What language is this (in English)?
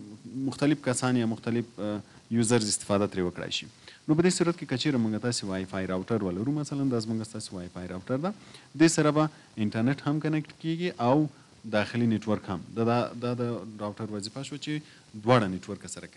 Pashto